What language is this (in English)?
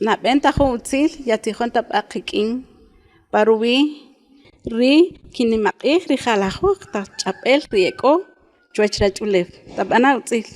Kaqchikel